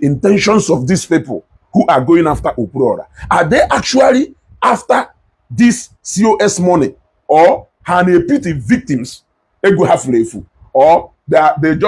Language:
Igbo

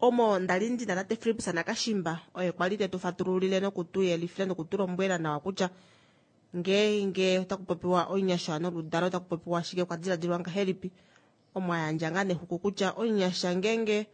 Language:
Kuanyama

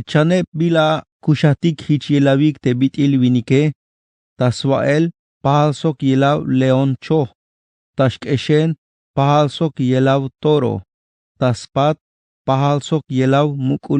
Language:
Tzeltal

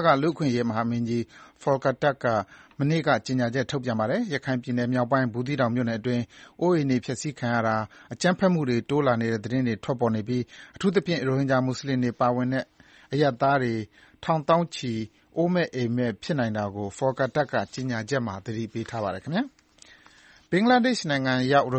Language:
Burmese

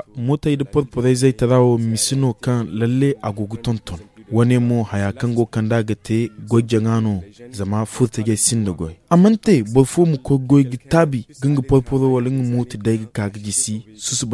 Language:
Zarma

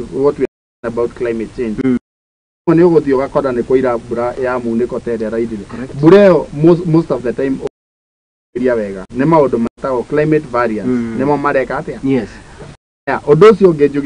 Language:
Kikuyu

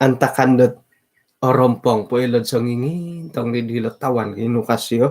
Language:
Central Dusun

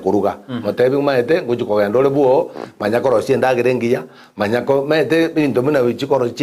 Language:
Gusii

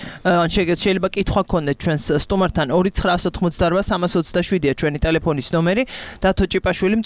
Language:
Georgian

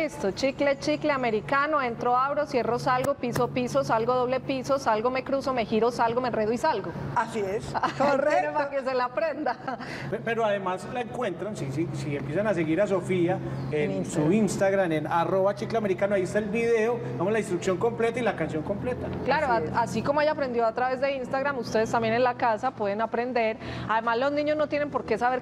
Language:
Spanish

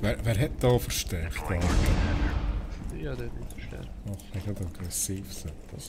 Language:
Swiss German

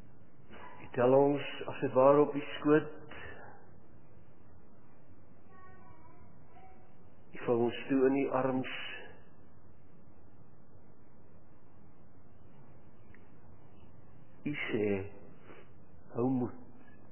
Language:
Afrikaans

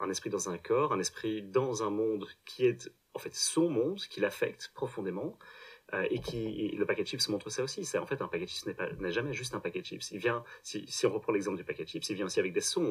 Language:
French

